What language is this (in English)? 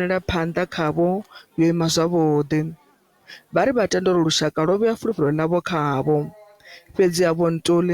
Venda